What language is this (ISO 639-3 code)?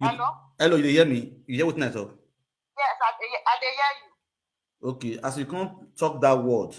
pcm